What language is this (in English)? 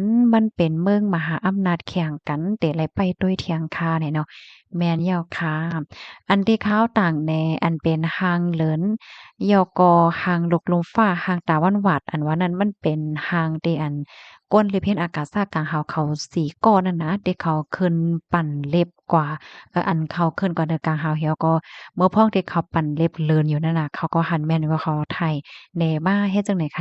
Shan